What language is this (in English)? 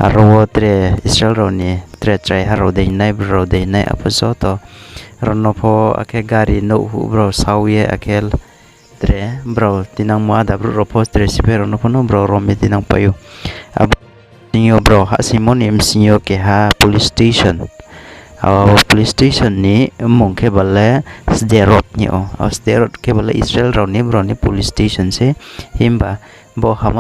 Riang (India)